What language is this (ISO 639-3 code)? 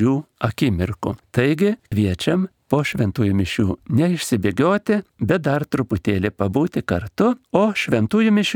lit